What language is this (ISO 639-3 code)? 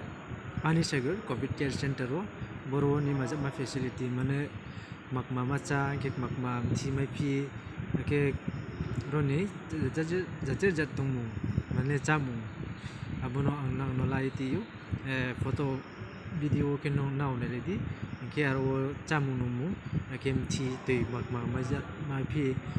ria